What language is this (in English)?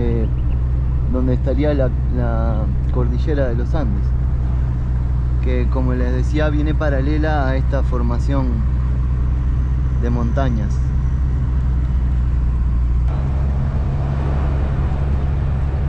Spanish